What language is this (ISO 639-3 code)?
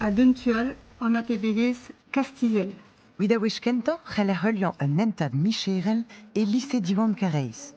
bre